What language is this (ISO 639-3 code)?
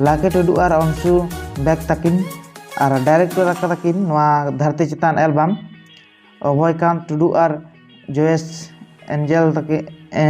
sat